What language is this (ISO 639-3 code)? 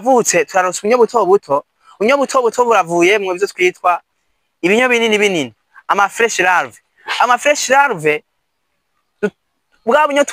run